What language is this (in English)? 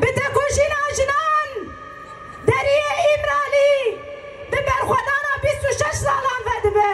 Kurdish